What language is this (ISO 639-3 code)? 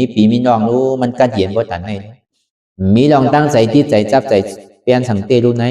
shn